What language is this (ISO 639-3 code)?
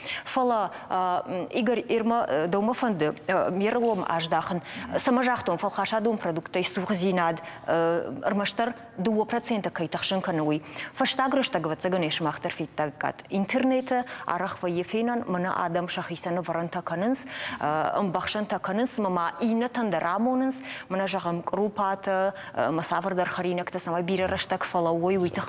oss